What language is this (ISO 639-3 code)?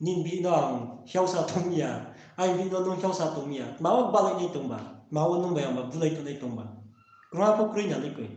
ria